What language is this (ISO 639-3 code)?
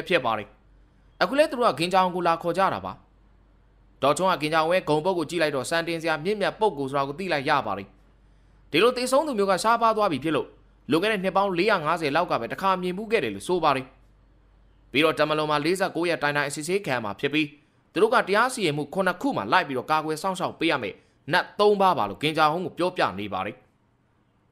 mya